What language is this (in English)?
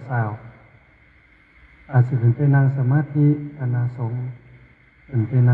Northeastern Thai